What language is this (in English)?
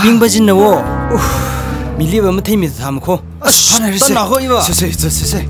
Tangkhul Naga (India)